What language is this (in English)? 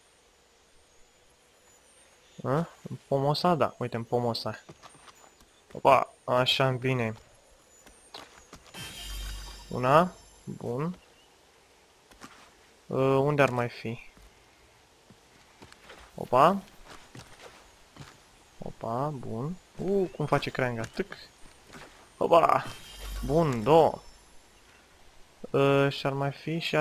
Romanian